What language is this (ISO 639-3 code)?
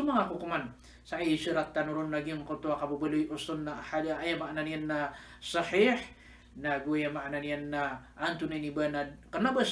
mrw